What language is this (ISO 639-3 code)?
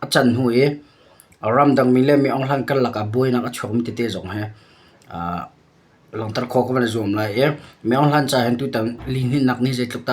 cnh